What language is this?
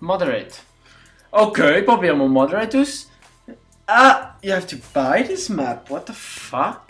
Swiss German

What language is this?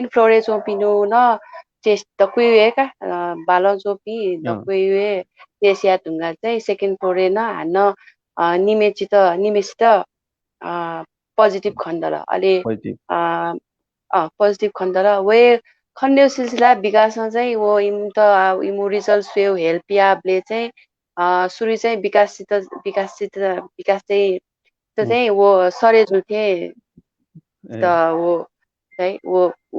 Newari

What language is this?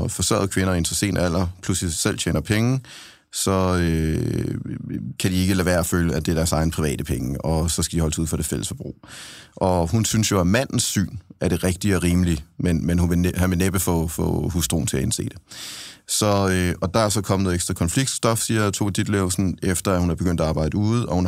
Danish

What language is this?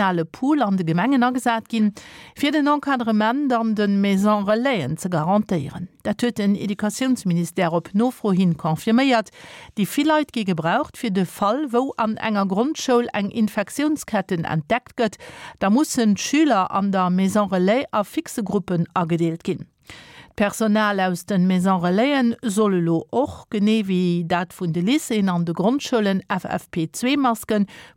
Luxembourgish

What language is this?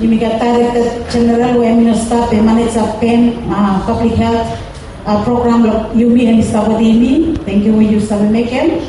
Bislama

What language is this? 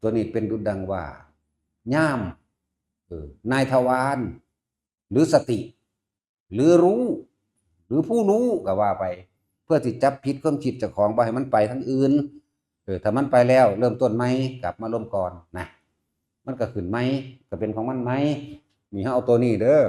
Northeastern Thai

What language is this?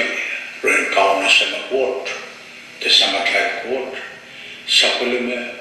Pohnpeian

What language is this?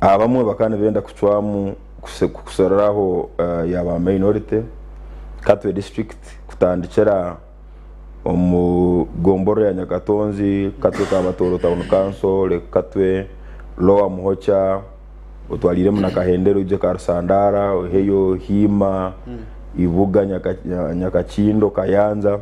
Nyankole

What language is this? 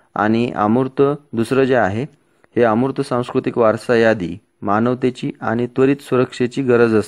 Marathi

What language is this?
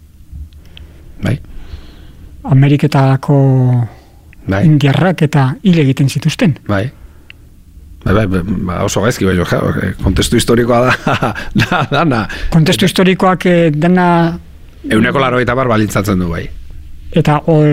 Basque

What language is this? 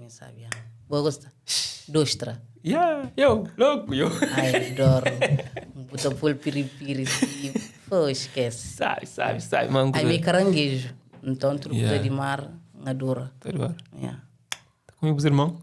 Kabuverdianu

